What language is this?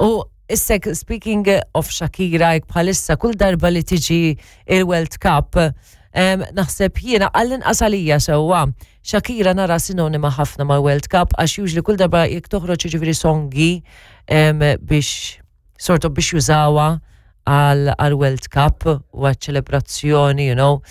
Maltese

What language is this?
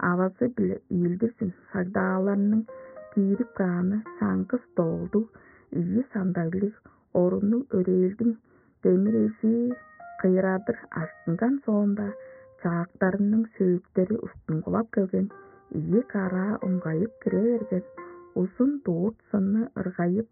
Tuvinian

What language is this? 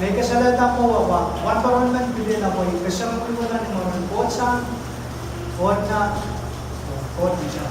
Pohnpeian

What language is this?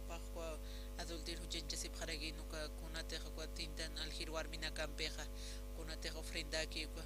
Aymara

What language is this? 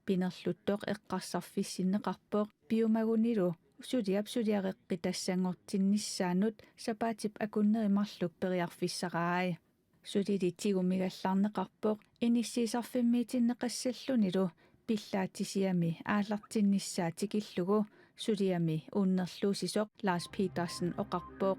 Kalaallisut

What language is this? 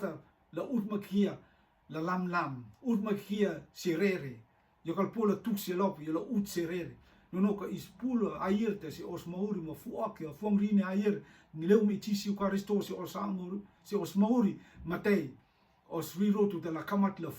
Rotuman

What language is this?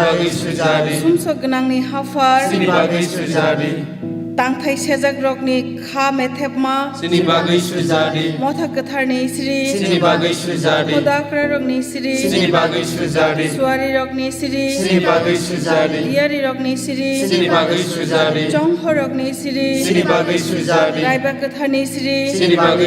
Kok Borok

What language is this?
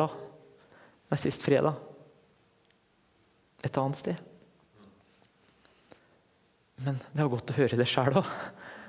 Norwegian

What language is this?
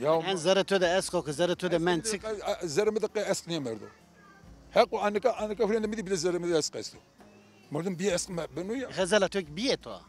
Zaza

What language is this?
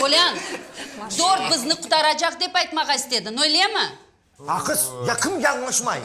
Crimean Tatar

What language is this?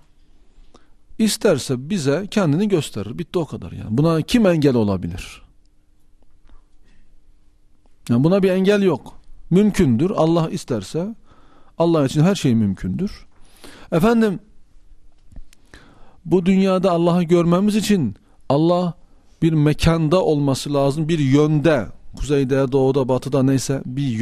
Turkish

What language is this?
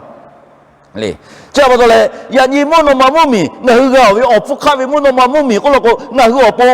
Lahu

